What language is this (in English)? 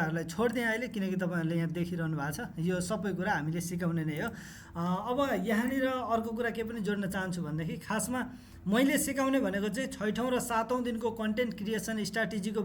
Nepali